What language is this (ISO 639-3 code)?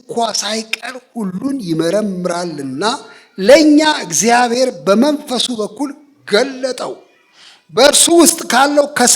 amh